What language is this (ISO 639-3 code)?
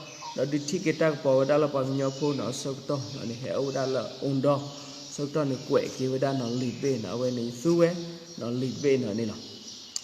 ksw